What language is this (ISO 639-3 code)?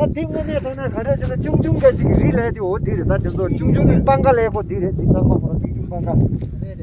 bod